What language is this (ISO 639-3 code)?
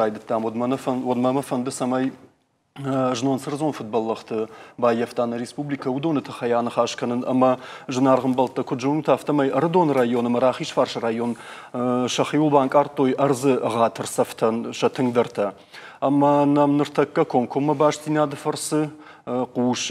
oss